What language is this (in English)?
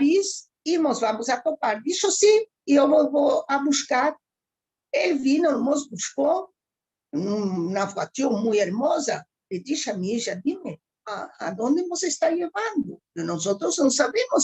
Ladino